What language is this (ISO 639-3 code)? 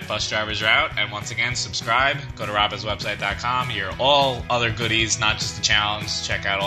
eng